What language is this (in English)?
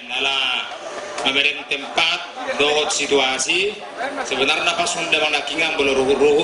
Batak Toba